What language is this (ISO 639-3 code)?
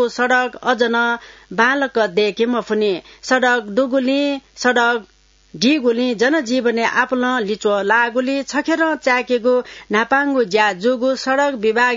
new